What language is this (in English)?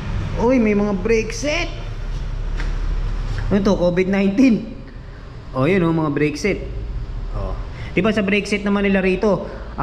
Filipino